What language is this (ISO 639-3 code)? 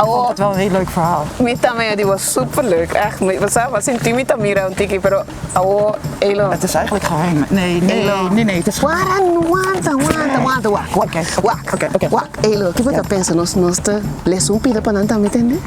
pap